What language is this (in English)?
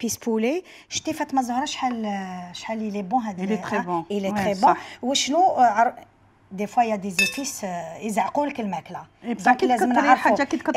Algerian Arabic